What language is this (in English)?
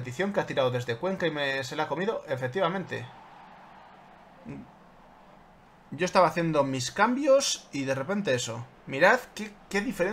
Spanish